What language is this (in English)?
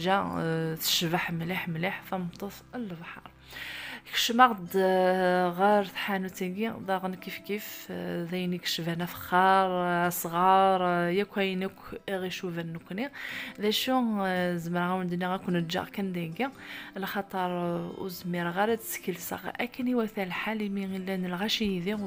Kabyle